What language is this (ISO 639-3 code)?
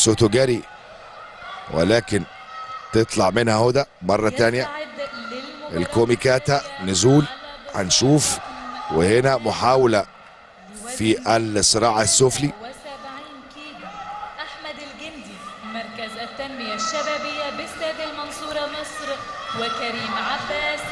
arz